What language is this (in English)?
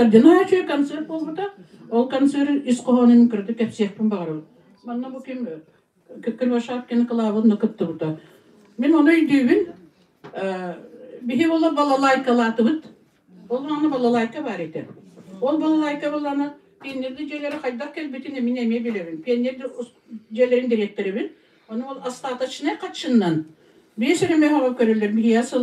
Yakut